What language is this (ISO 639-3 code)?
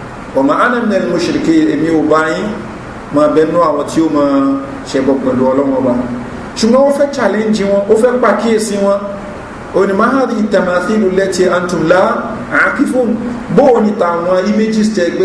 yor